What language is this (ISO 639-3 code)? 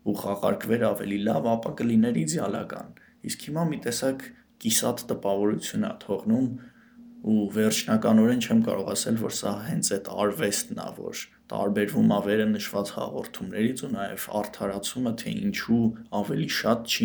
hye